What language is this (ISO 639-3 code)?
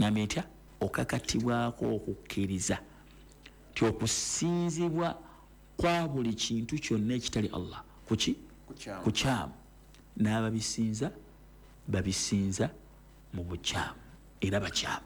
lug